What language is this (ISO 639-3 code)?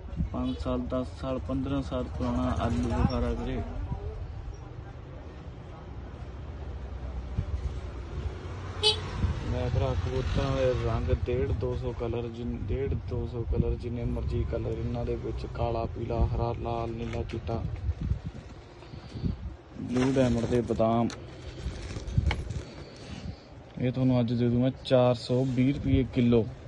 pan